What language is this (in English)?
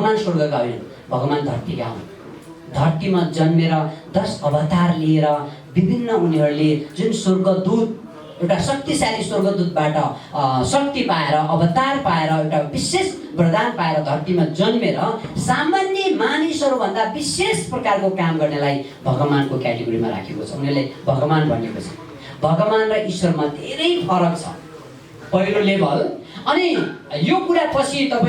Nepali